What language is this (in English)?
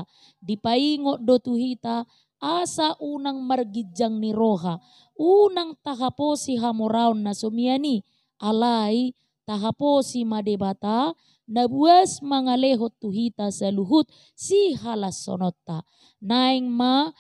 Batak Toba